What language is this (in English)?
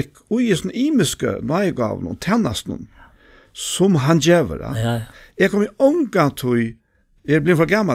Faroese